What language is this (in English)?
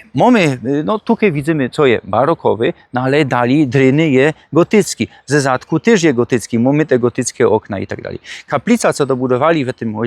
Silesian